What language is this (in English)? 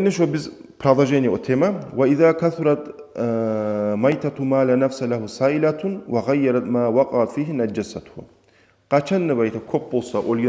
Kumyk